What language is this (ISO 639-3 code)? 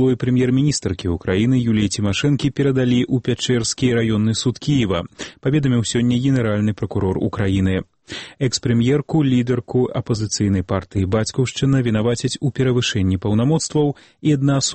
bel